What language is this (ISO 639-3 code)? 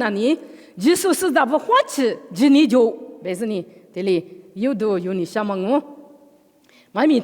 lis